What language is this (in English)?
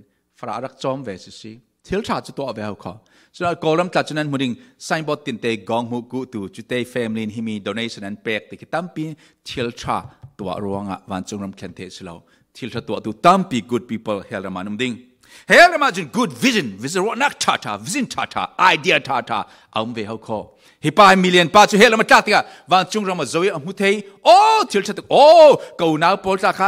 Falam Chin